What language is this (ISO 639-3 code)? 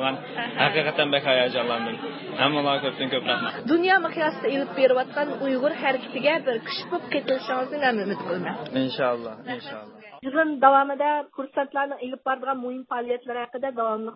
uig